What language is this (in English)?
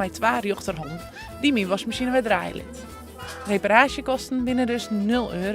Western Frisian